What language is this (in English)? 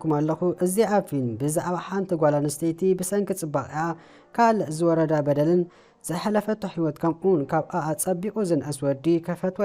Tigrinya